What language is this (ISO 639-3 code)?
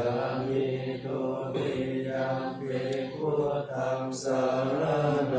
pli